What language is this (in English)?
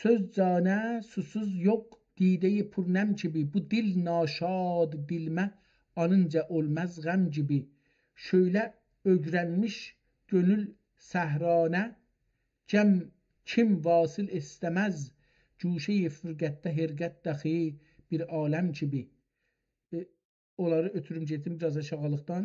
South Azerbaijani